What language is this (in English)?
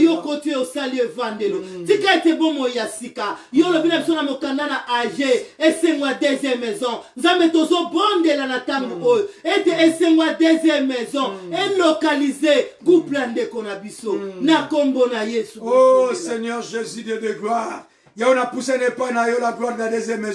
Lingala